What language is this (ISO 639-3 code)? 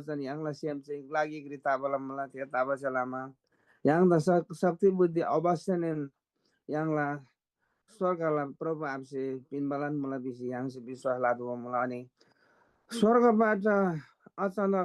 taj